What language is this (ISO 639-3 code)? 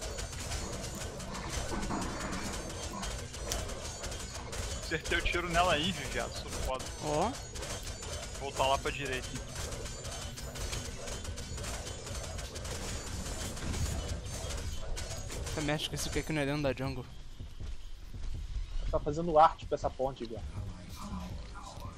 por